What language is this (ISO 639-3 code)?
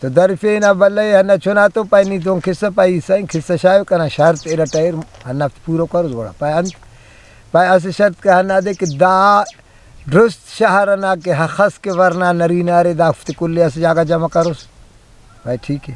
brh